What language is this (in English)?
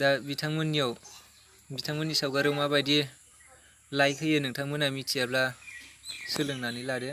Bodo